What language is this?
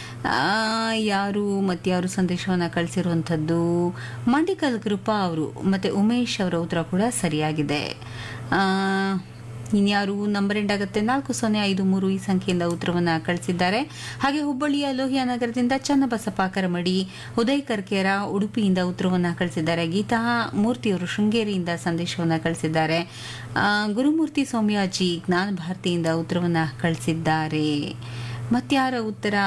Kannada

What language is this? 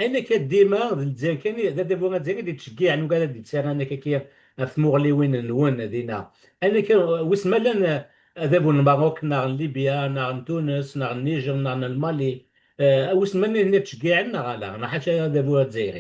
Kabyle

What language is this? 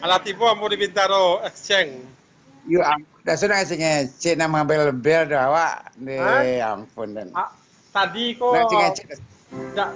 Minangkabau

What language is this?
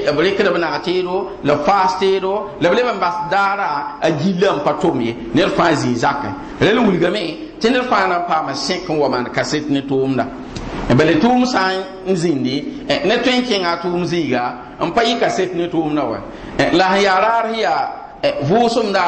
Mossi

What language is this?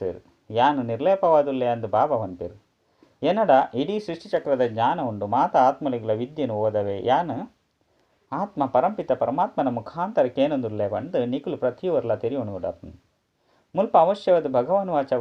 Tulu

